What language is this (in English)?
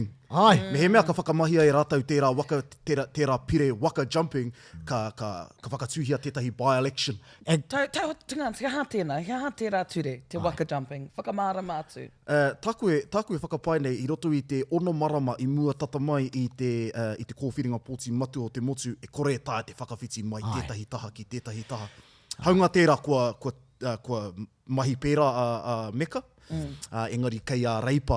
Māori